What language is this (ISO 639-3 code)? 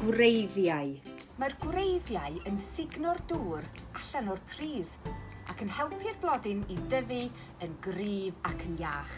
cym